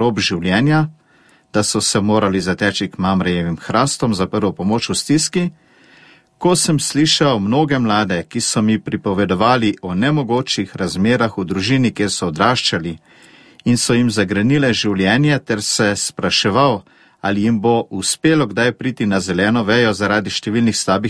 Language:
Slovenian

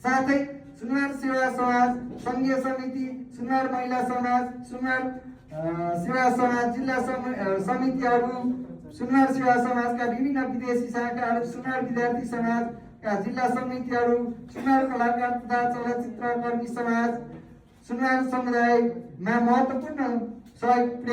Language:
Nepali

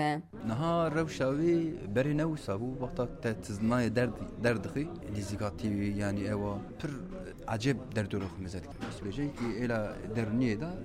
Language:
Kurdish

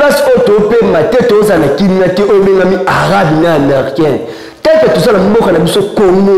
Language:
Lingala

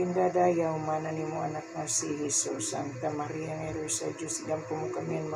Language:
Waray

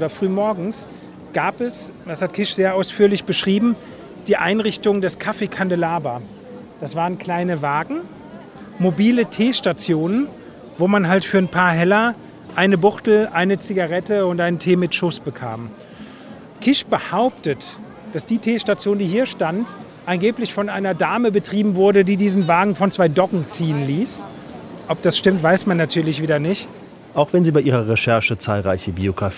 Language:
German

